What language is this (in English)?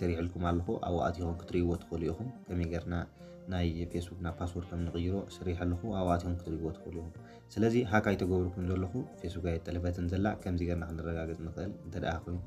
Tigrinya